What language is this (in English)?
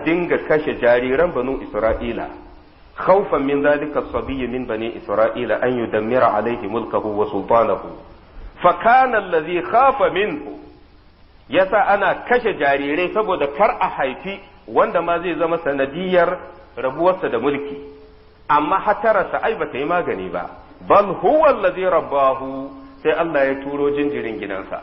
Hausa